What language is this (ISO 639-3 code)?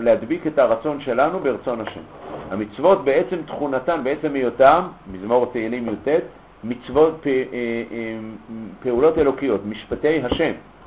heb